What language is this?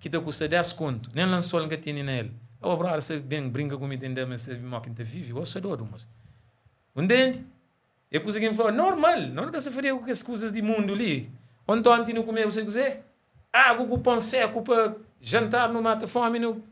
Kabuverdianu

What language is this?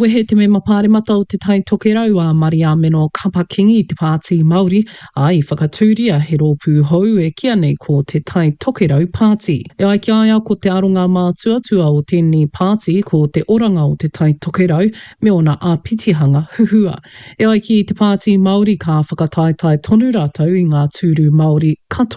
Māori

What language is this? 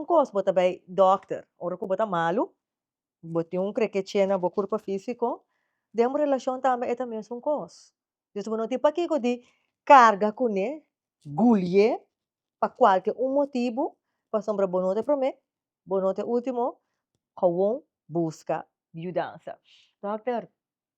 Papiamento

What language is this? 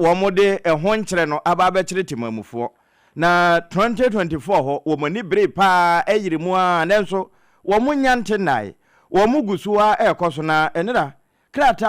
Akan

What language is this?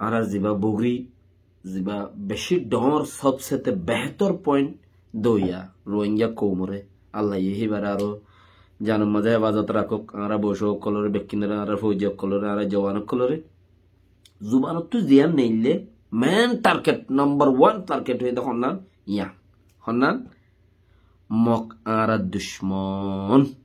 Rohingya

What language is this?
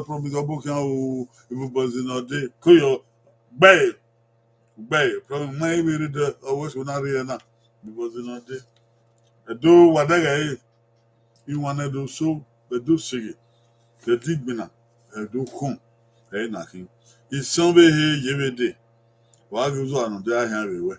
Bini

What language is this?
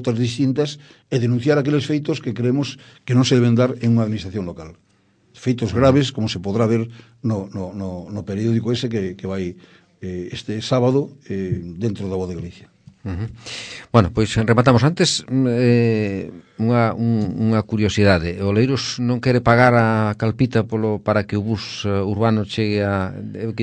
Galician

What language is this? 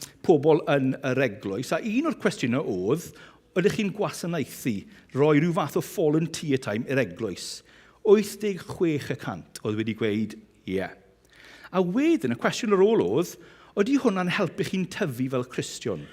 Welsh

